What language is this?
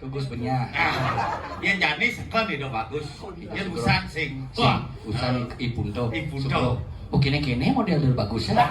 Balinese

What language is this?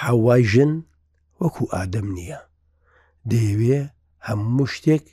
Central Kurdish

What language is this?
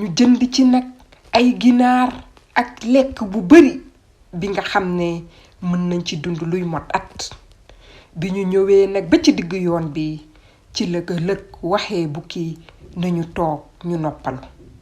Wolof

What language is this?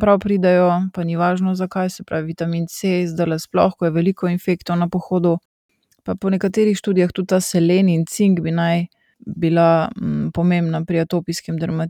Slovenian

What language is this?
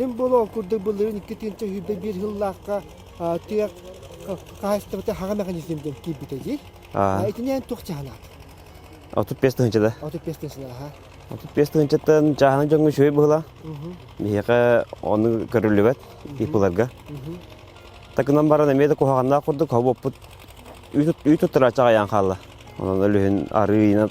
Yakut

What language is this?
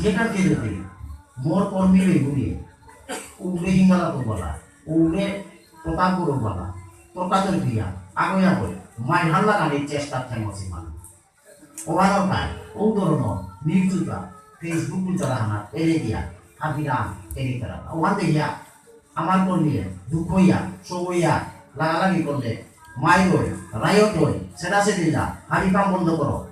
Bishnupriya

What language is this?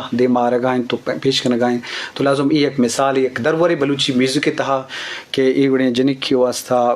Eastern Balochi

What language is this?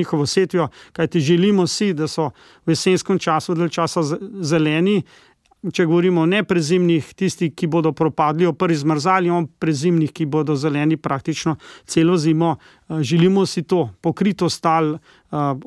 Slovenian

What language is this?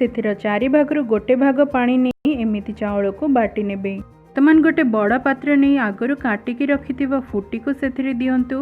Odia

